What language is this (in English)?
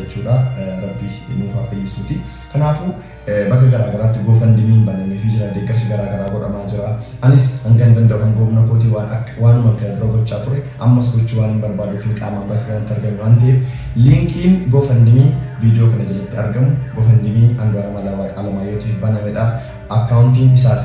Oromo